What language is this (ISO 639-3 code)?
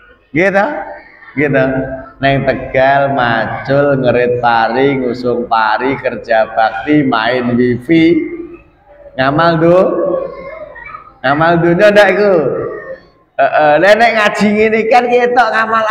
jav